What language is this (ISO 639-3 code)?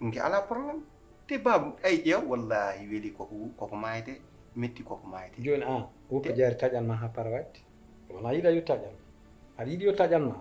ful